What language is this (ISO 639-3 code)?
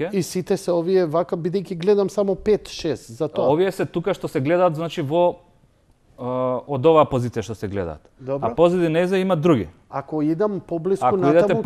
mkd